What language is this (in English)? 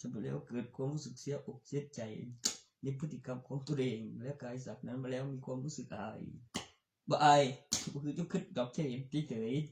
Northeastern Thai